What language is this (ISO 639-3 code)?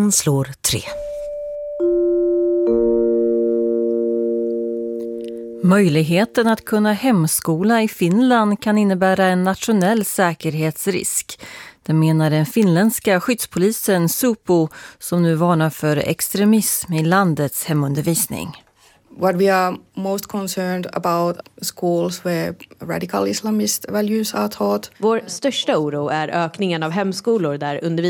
swe